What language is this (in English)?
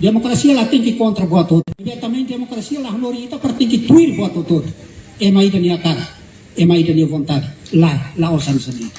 Tetum